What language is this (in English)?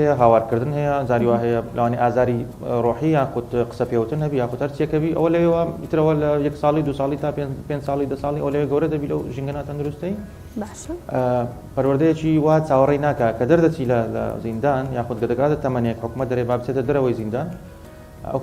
Central Kurdish